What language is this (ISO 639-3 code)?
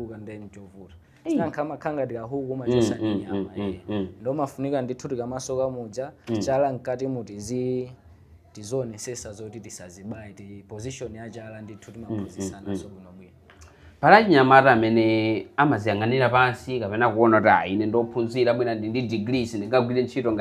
nya